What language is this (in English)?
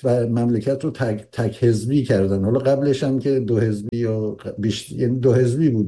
Persian